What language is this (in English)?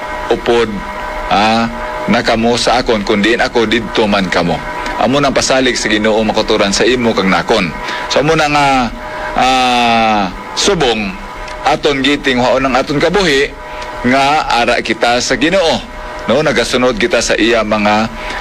Hiligaynon